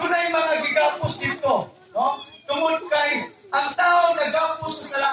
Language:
Cebuano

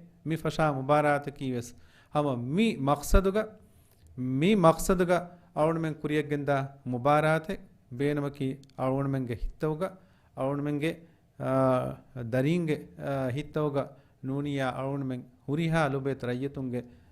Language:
Divehi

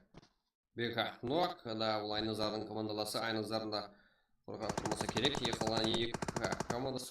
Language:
Kara-Kalpak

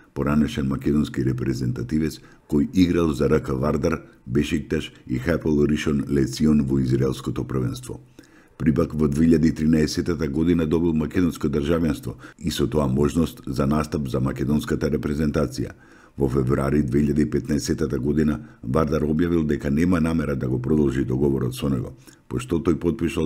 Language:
Macedonian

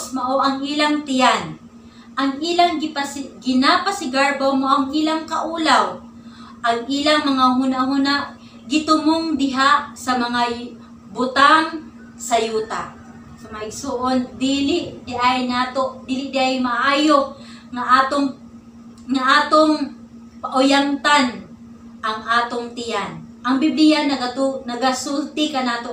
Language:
Cebuano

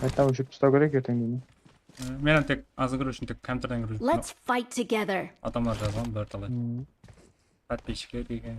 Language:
Kara-Kalpak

